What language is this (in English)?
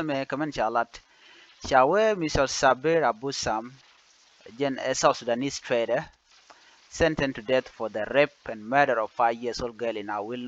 Nuer